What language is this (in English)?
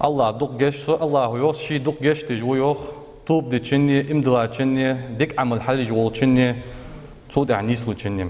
Ingush